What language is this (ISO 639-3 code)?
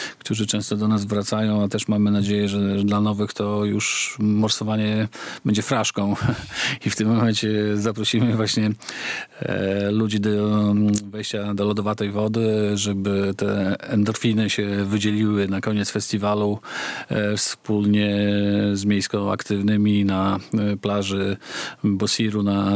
pol